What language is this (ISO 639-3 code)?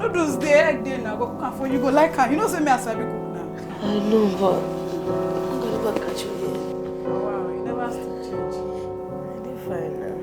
pcm